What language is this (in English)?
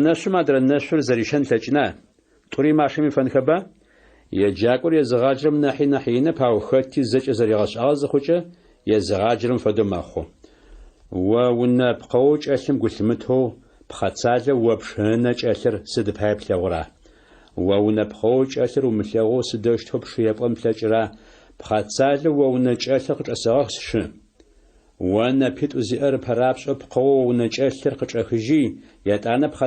Adyghe